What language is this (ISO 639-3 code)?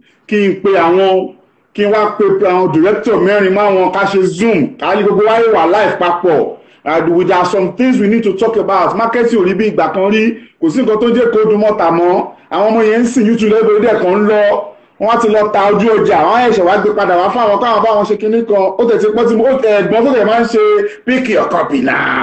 yor